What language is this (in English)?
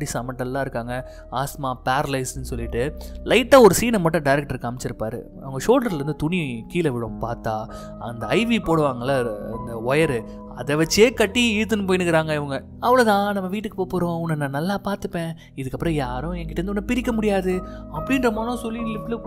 Tamil